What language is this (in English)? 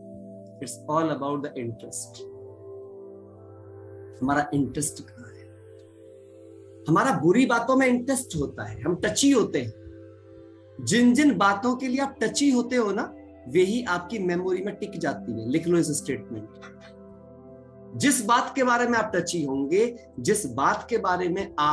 Hindi